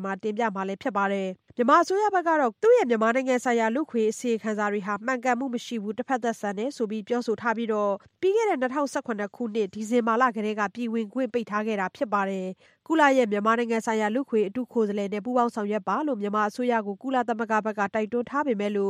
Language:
Burmese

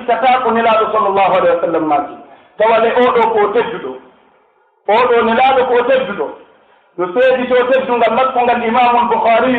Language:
Pular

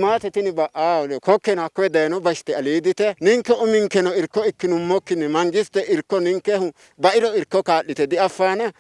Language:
Sidamo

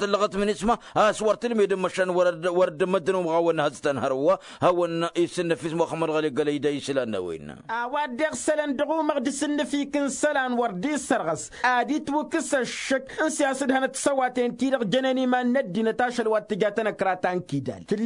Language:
Tamasheq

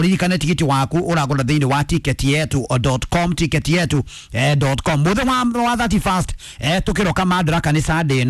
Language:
Kikuyu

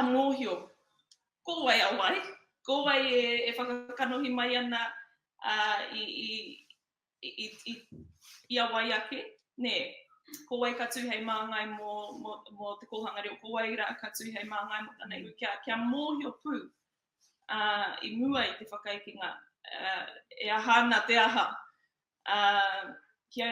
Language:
Māori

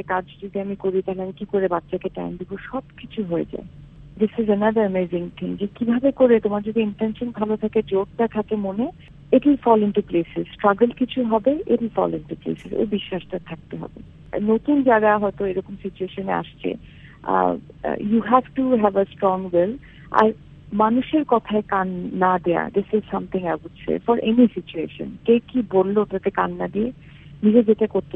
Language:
Bangla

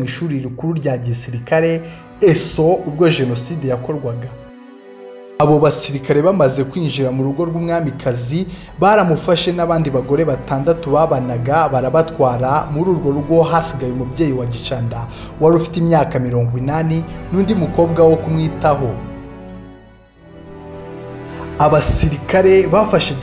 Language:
Kinyarwanda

